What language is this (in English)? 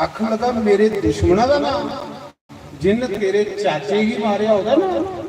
Dogri